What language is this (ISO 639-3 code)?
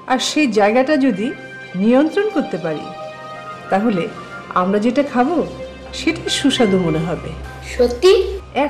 ben